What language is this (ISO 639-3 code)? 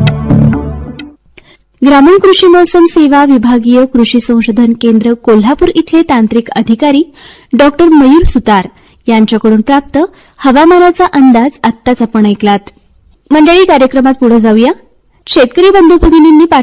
mar